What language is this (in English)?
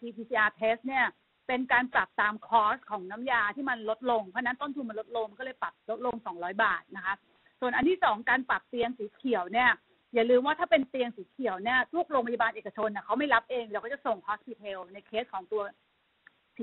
Thai